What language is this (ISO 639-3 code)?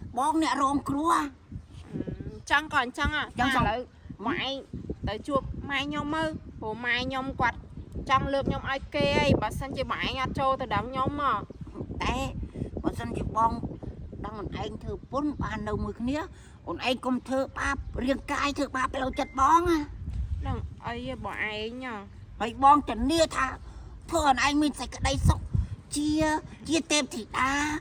khm